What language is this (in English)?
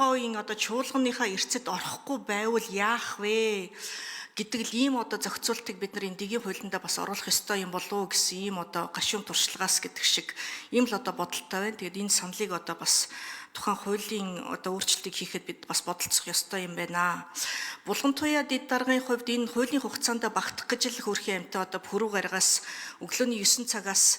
Mongolian